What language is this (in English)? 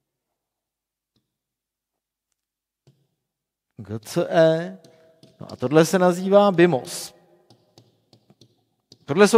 Czech